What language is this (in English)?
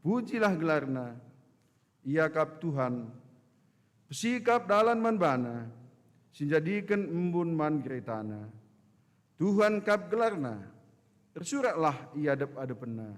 Batak Karo